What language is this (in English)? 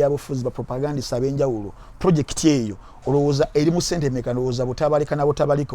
Ganda